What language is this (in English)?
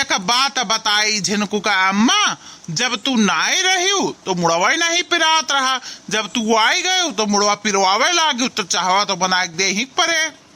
Awadhi